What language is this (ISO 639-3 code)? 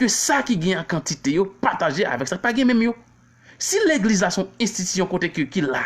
hat